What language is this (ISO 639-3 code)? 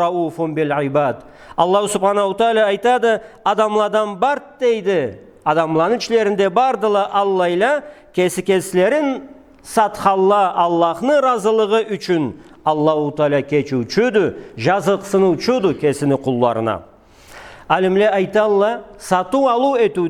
krc